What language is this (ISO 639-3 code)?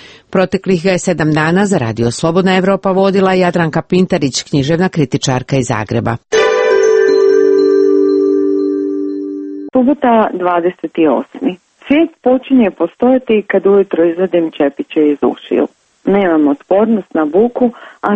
hrv